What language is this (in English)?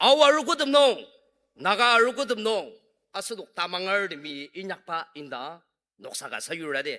Ao Naga